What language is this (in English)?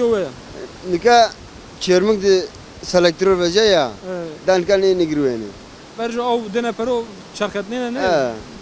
Zaza